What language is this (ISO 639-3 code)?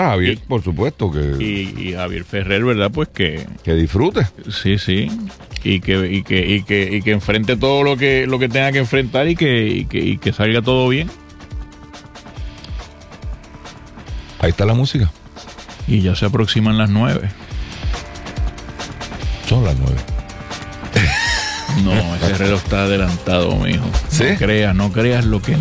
spa